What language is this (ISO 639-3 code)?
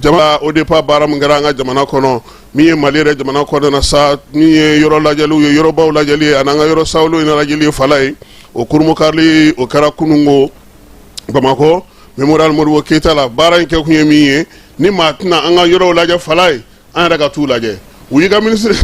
bam